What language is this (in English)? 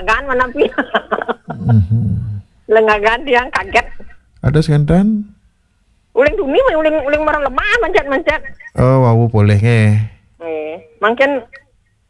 Balinese